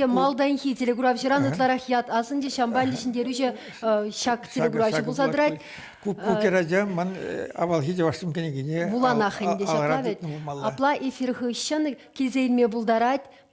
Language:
Chuvash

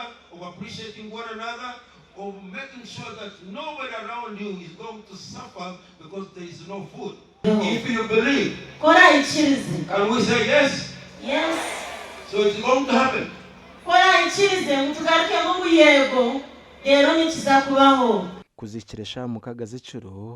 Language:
Nyankole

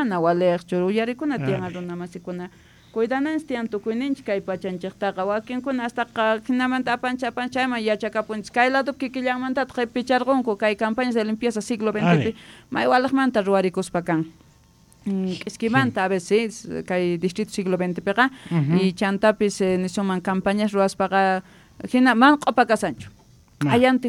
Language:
Quechua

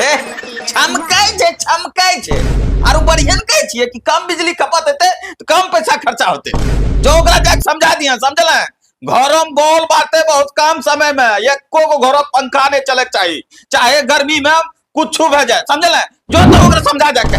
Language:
Angika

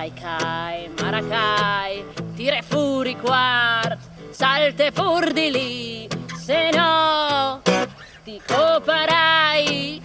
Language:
Friulian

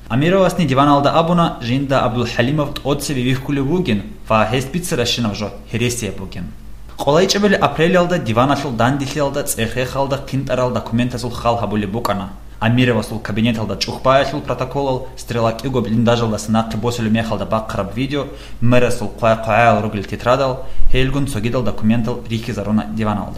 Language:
Avaric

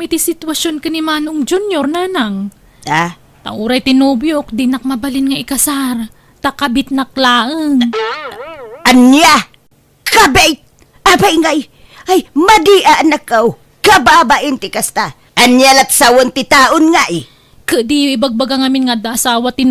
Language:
Iloko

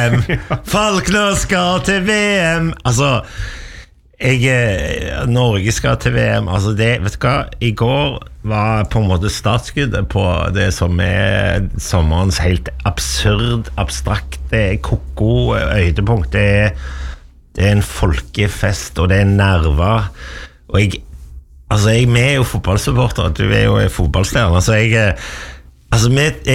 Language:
Norwegian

